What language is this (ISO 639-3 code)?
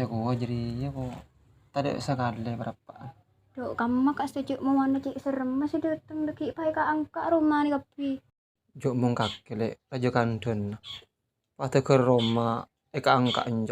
mad